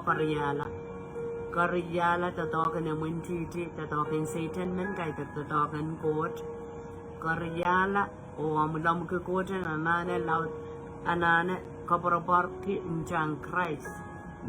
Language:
Pohnpeian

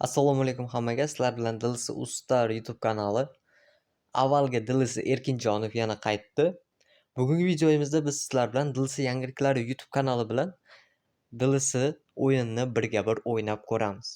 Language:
Uzbek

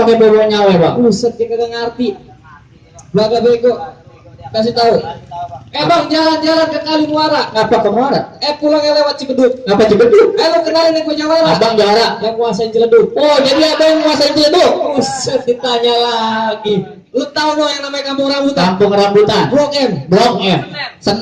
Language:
Betawi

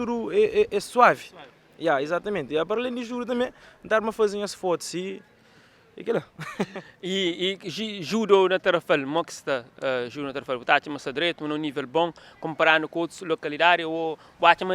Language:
Kabuverdianu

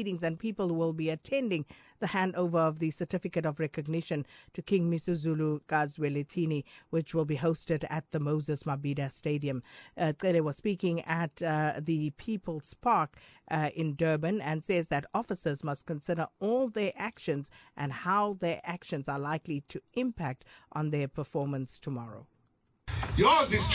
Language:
English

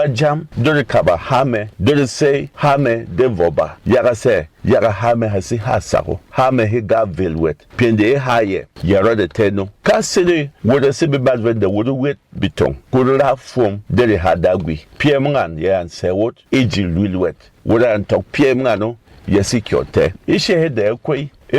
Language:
Berom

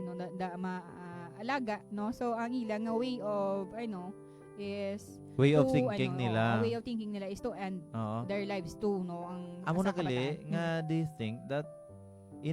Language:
Hiligaynon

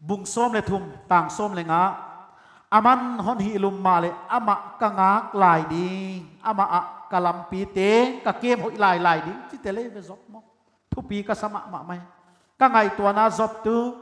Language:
Paite Chin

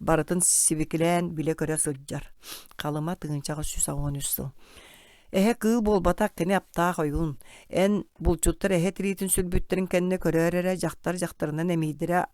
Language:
Yakut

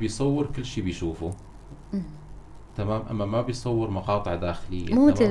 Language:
North Levantine Arabic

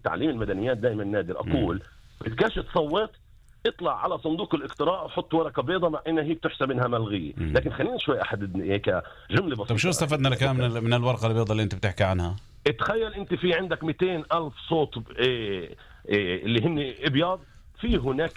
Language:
North Levantine Arabic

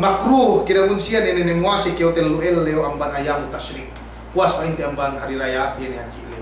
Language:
Yakan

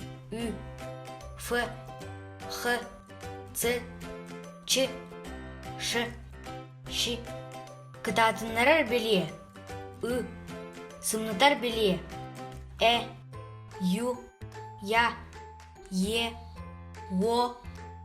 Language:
Yakut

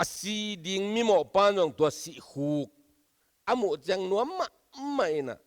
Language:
Tedim Chin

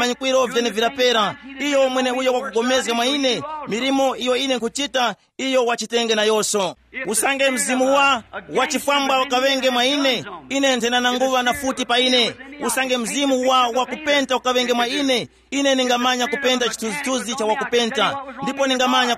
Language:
Tumbuka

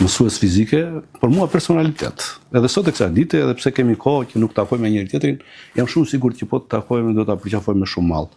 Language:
Albanian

